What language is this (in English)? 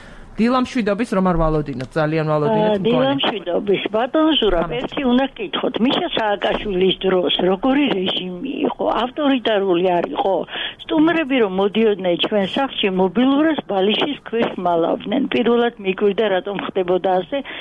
Georgian